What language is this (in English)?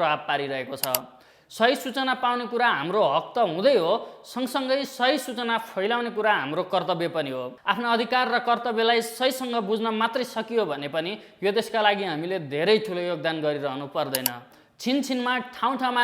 Nepali